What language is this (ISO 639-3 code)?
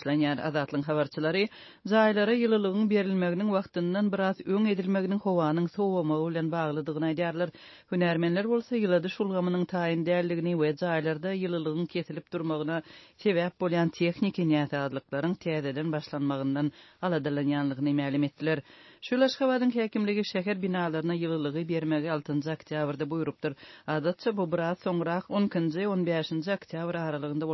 tuk